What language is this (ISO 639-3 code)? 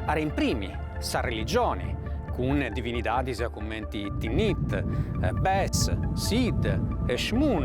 srd